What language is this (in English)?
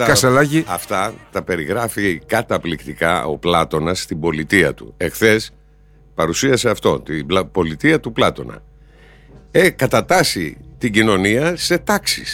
Greek